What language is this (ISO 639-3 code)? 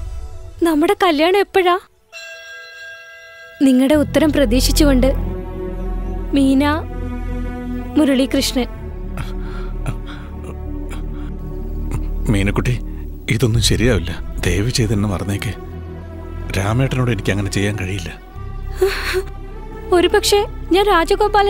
mal